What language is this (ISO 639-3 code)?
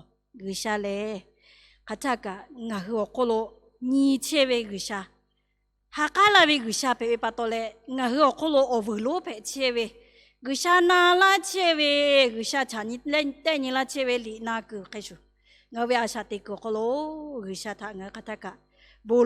lhu